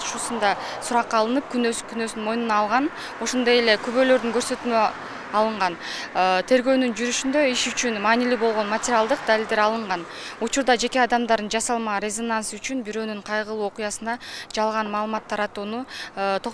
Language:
Kyrgyz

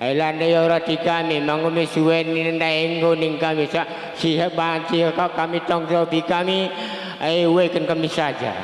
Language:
Batak Karo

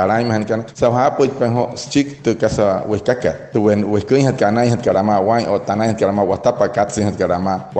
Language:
Wayuu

